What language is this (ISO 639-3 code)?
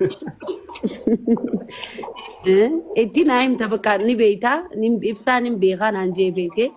orm